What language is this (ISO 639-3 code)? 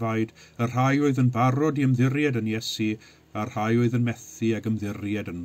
cym